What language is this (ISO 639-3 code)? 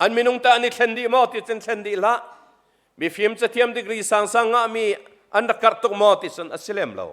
cnh